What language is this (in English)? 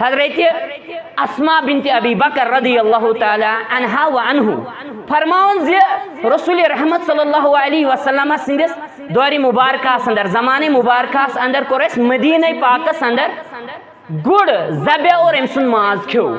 Kashmiri